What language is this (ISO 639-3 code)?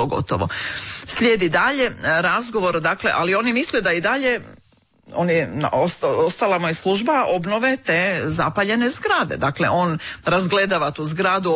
hrv